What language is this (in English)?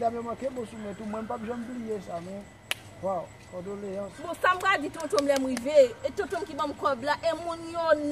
Haitian Creole